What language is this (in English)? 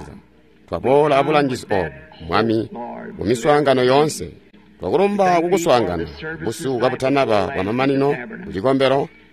Tonga (Zambia)